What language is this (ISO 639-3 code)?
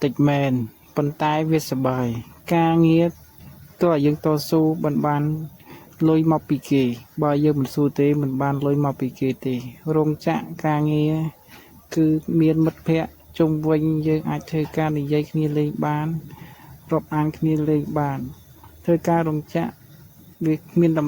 khm